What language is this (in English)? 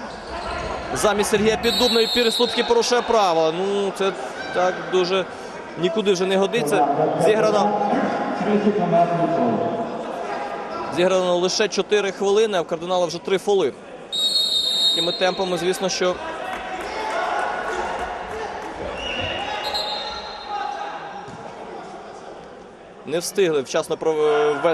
Ukrainian